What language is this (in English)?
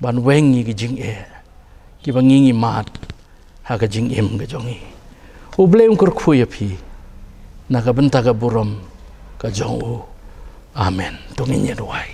Khasi